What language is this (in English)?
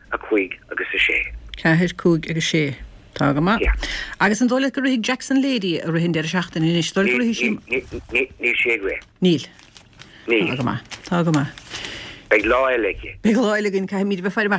Irish